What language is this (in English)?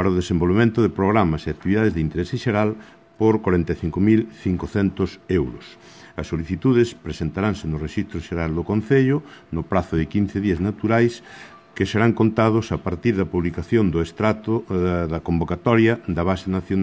Galician